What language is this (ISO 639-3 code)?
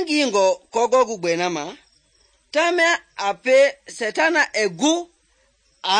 men